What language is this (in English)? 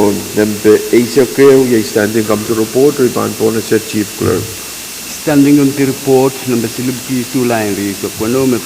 Pohnpeian